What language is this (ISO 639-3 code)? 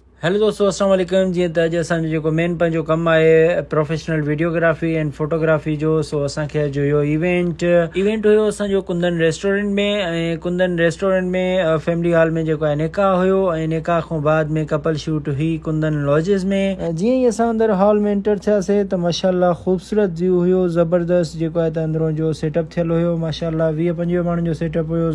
snd